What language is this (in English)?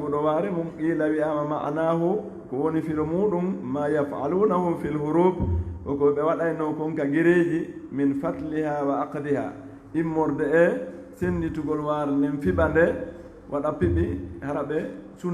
Fula